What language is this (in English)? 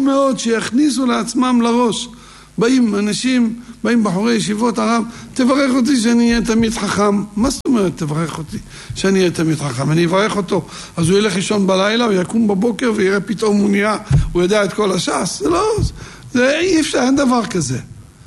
Hebrew